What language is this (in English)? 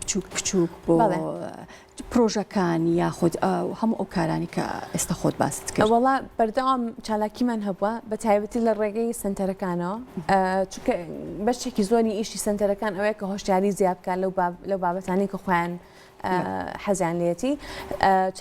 Central Kurdish